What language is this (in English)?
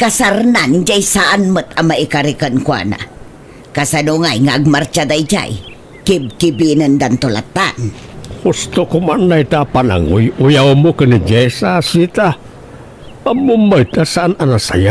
Iloko